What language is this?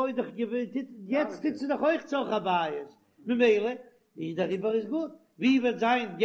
Yiddish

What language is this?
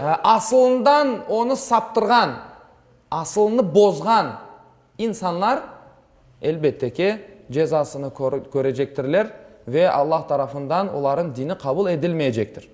Crimean Tatar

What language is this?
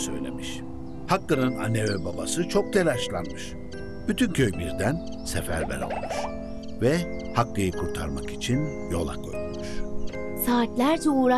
Turkish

